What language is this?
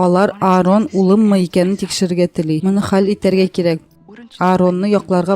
Tatar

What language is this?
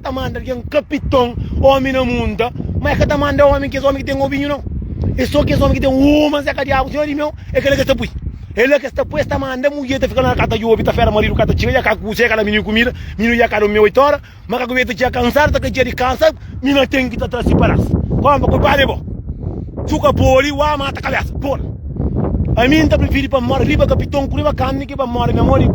Kabuverdianu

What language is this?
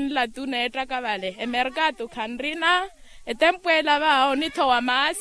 Makhuwa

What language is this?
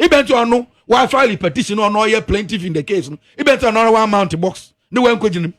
Akan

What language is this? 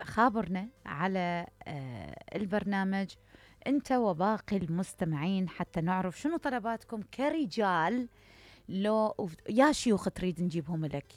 Mesopotamian Arabic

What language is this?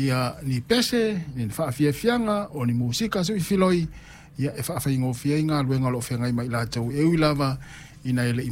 Samoan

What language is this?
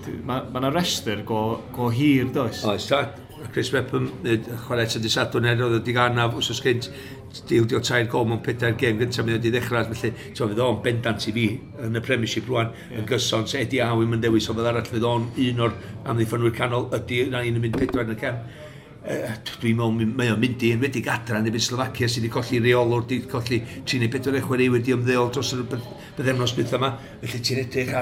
Welsh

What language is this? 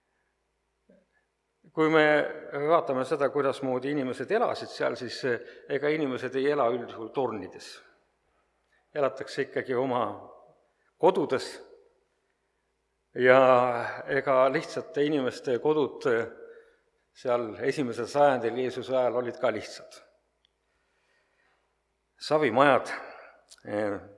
Estonian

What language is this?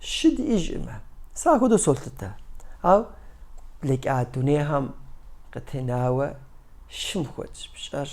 Kabardian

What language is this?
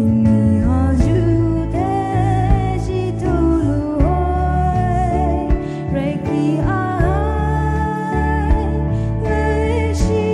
Poumei Naga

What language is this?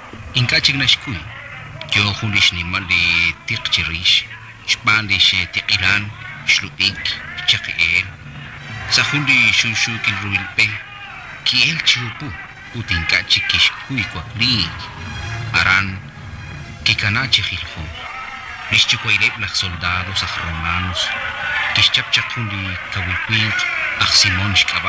Kekchí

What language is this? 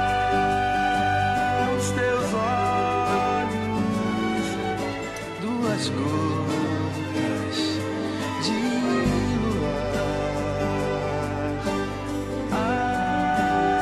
Portuguese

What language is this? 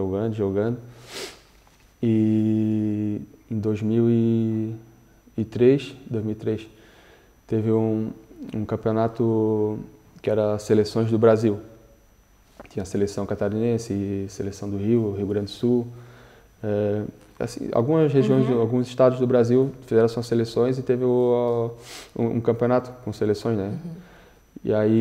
Portuguese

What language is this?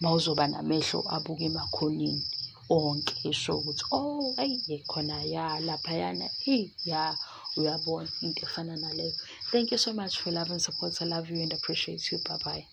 Zulu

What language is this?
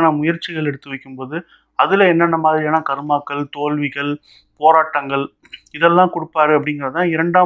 Tamil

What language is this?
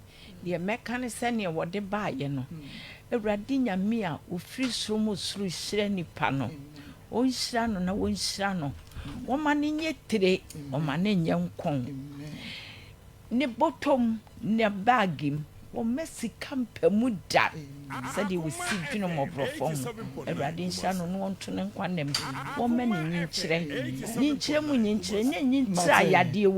Akan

